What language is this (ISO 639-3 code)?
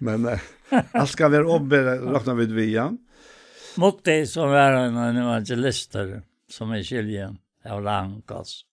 fao